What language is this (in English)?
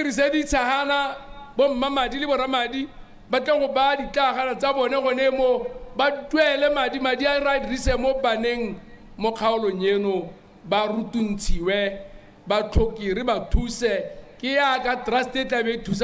Tswana